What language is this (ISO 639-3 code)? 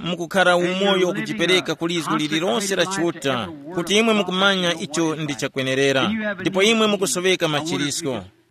tum